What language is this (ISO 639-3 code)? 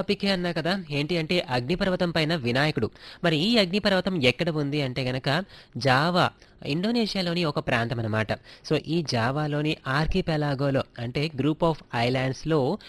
tel